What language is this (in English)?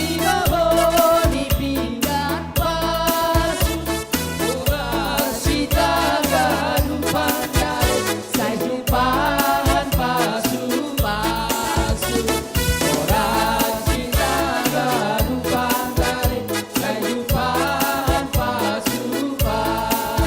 Batak Simalungun